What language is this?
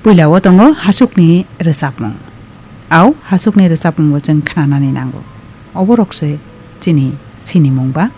Kok Borok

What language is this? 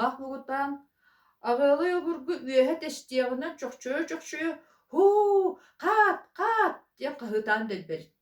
Yakut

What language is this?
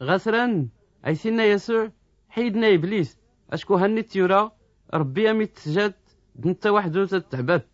Tachelhit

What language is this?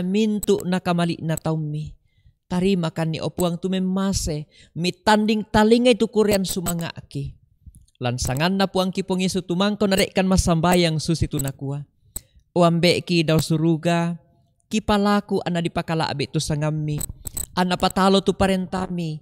Toraja-Sa'dan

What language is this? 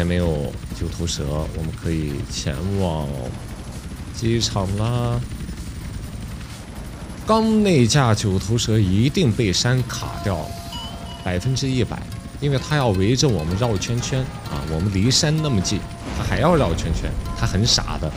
Chinese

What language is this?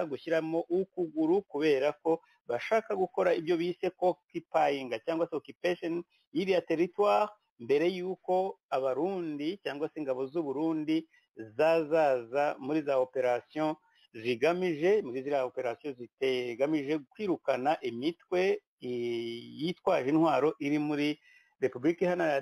Kinyarwanda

